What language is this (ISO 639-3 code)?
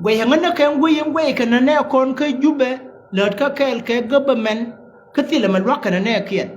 nus